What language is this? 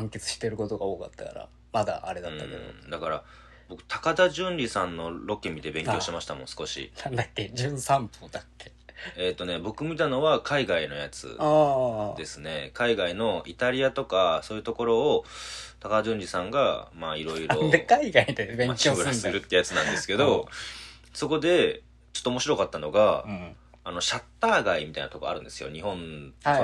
Japanese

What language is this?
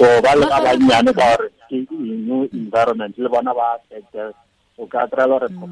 Tswana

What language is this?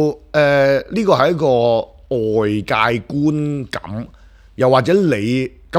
Cantonese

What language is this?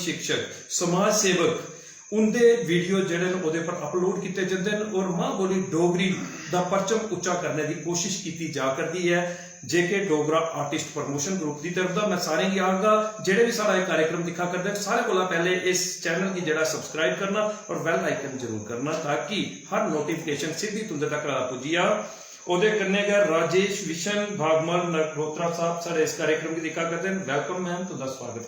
Dogri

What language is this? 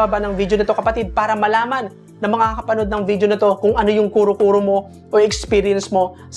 Filipino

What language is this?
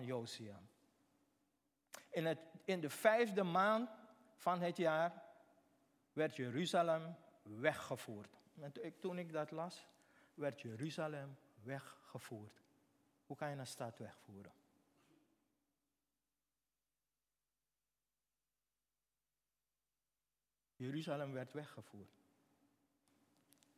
Dutch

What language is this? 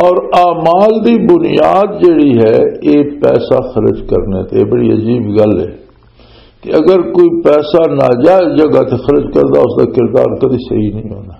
Western Panjabi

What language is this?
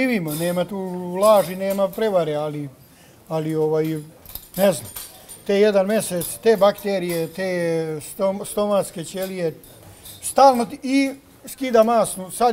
Serbian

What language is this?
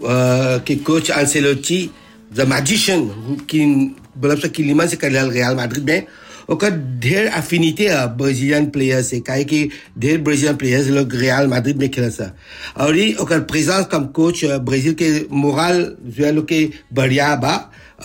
Bhojpuri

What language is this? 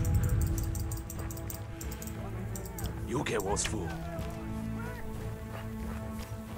Slovak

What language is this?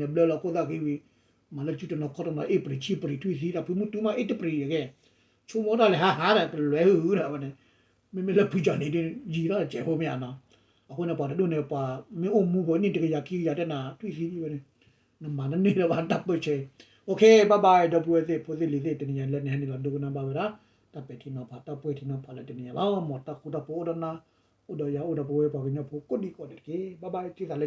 S'gaw Karen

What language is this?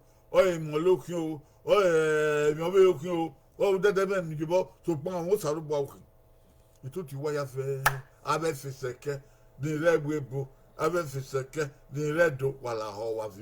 Bini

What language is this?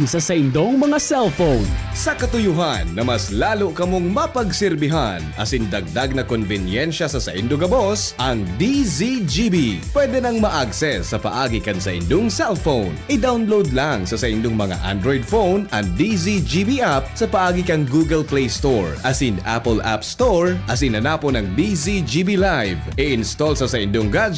Bikol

